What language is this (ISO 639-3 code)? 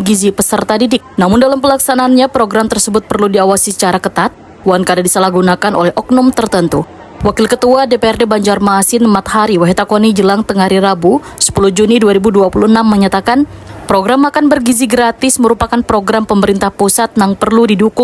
bjn